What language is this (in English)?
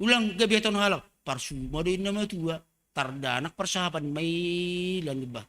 Batak Simalungun